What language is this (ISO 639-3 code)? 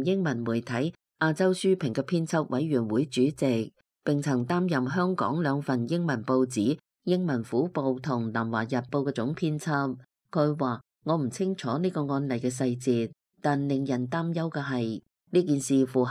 yue